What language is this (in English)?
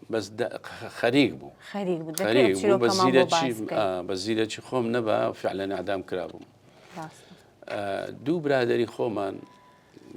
Central Kurdish